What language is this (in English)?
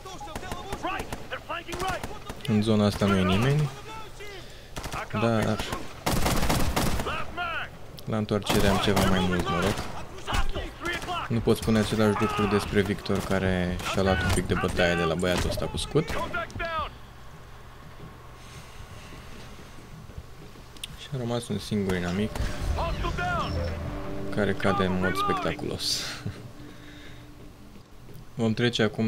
Romanian